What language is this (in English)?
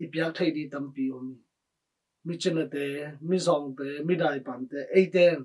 Tedim Chin